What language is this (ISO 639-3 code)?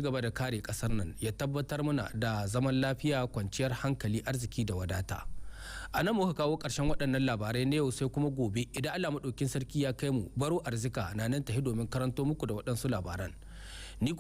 hau